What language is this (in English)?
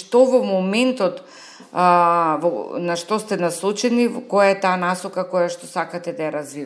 Macedonian